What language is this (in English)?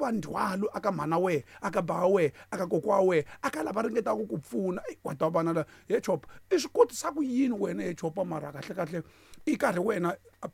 Tsonga